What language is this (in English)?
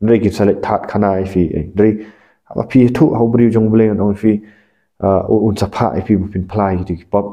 Khasi